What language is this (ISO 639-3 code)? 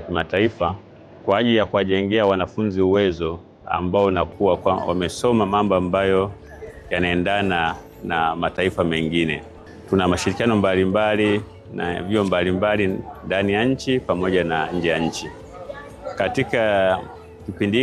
swa